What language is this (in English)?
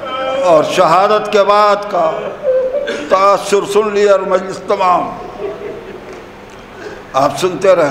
Urdu